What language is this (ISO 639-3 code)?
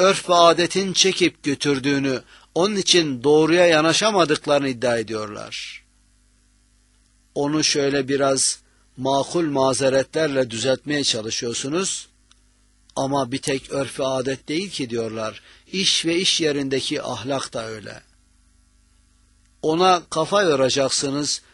tur